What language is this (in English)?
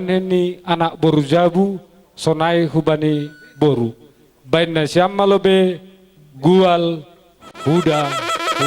Batak Simalungun